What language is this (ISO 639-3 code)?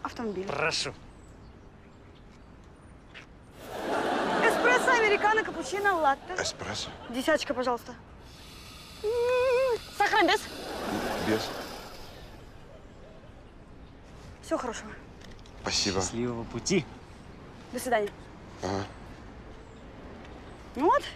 rus